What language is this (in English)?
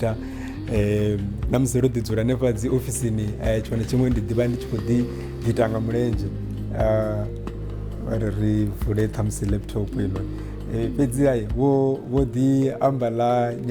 Venda